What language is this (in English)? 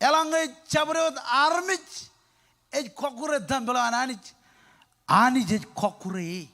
Marshallese